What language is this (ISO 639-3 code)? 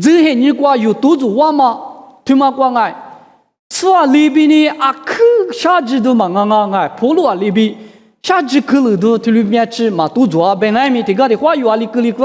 lis